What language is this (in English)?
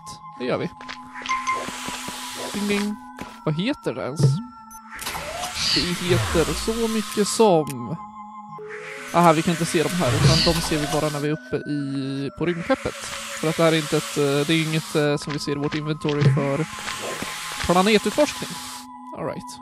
Swedish